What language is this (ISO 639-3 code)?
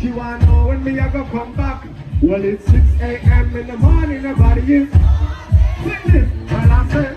jam